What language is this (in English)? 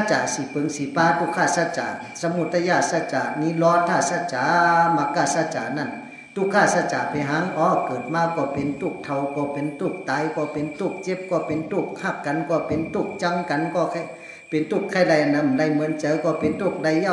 Shan